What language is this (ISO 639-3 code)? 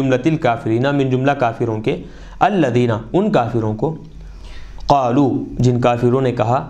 urd